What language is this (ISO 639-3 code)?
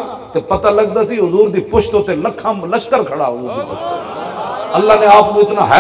lah